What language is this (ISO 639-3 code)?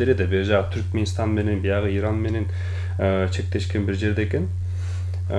kir